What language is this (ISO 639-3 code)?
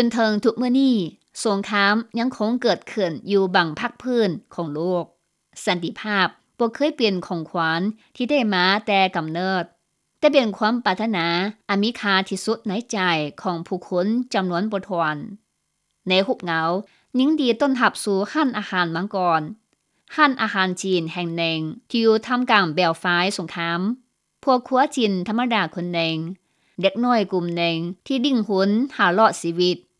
lao